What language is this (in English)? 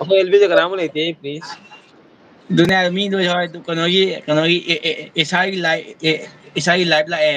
Manipuri